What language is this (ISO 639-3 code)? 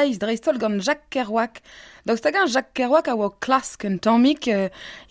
bre